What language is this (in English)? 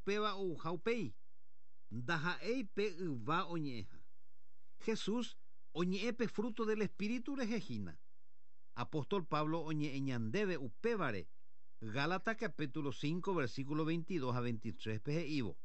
Guarani